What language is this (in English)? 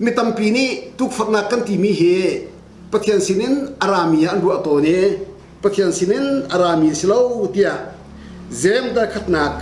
Hakha Chin